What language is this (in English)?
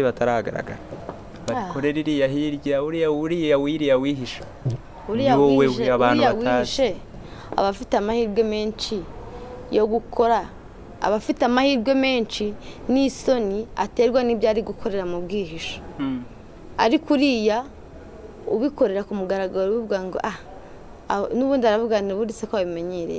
Kinyarwanda